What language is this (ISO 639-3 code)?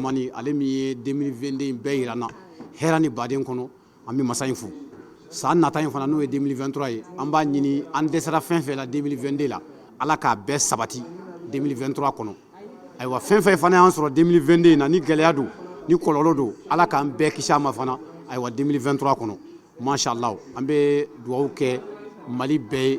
bam